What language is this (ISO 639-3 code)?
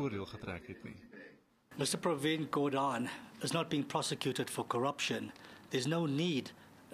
afr